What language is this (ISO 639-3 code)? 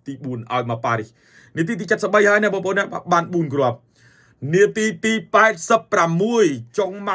khm